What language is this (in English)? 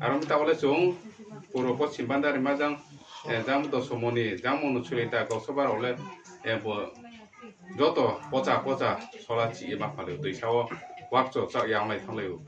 Riang (India)